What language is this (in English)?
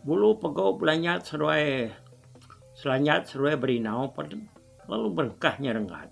Iban